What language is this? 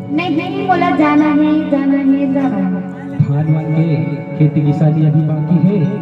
Chhattisgarhi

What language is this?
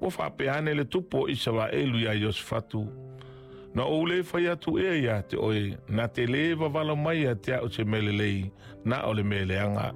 Samoan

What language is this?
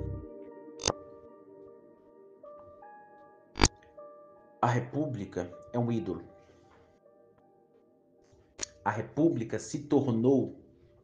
Portuguese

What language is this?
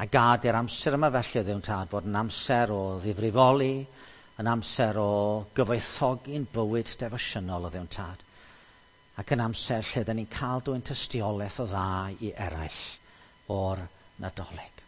Welsh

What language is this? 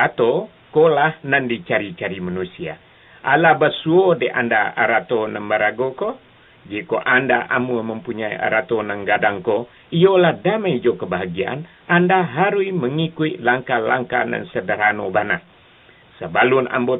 Minangkabau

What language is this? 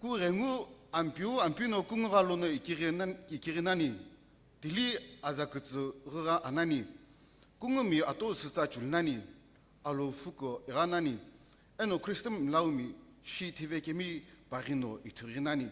Sumi Naga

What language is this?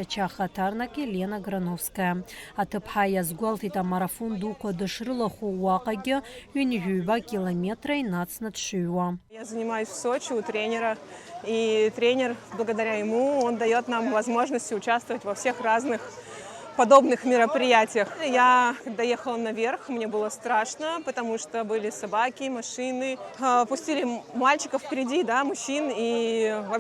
Abkhazian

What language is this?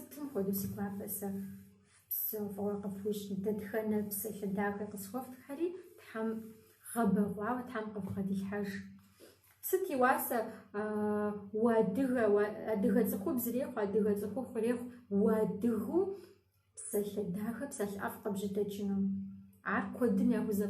Kabardian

